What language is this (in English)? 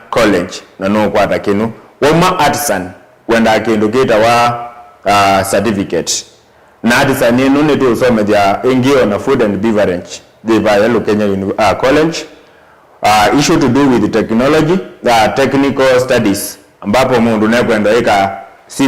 Kamba